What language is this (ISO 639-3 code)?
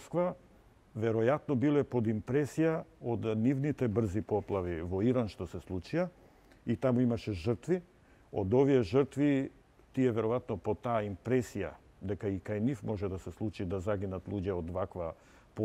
mkd